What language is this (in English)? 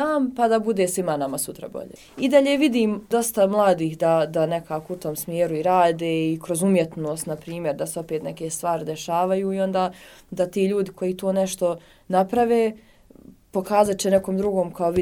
Bosnian